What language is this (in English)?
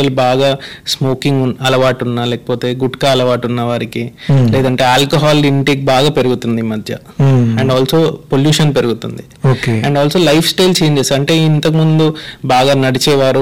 Telugu